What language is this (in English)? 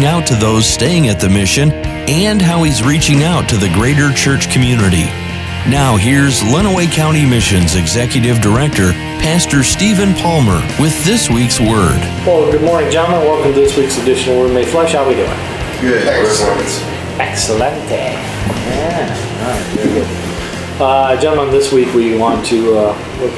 English